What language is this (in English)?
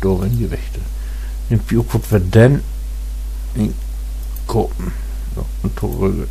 Low German